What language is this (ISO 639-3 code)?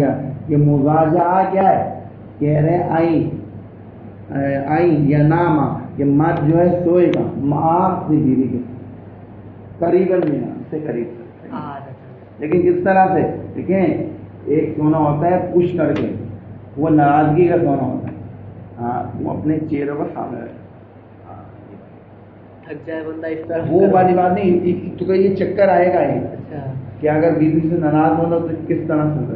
urd